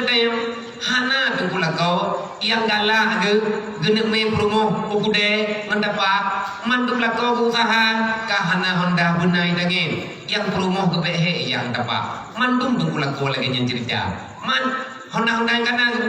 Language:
Achinese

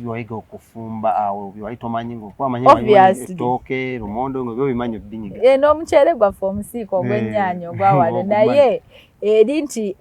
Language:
Ganda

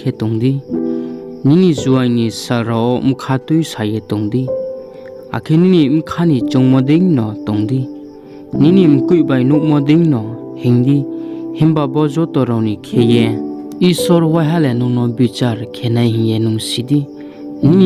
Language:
Riang (India)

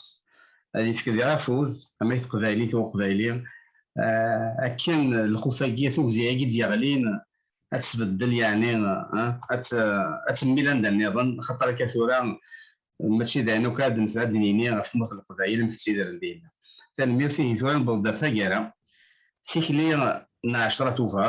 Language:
Kabyle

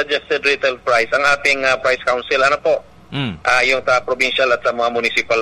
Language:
Filipino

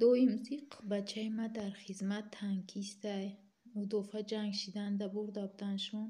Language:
Tajik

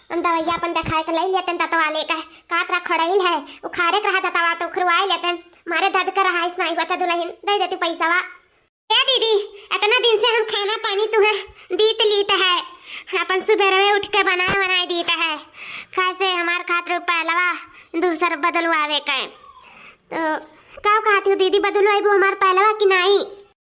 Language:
Awadhi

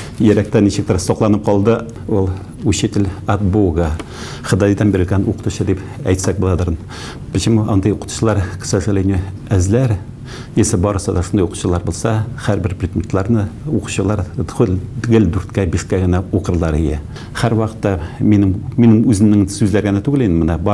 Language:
Tatar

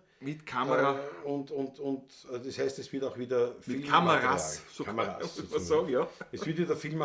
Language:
Bavarian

